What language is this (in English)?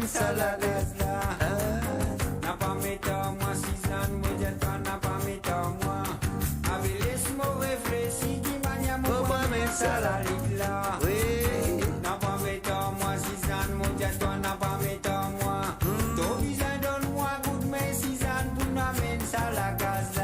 Morisyen